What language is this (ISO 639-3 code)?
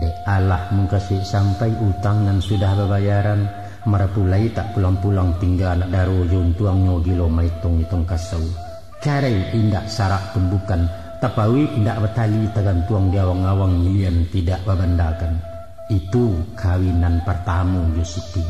min